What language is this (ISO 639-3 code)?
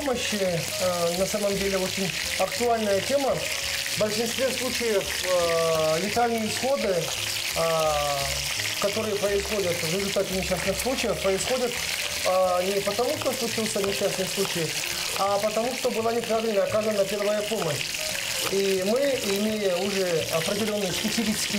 rus